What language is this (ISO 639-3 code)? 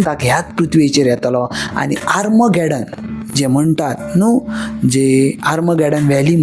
kok